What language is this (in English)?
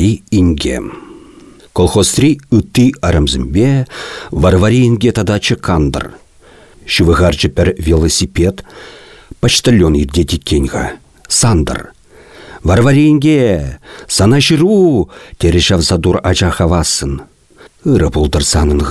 Chuvash